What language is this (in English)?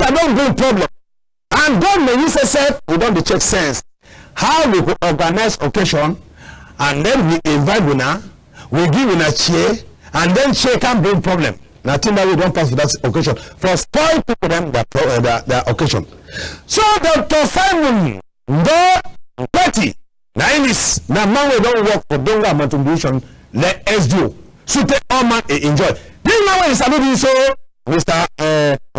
Cameroon Pidgin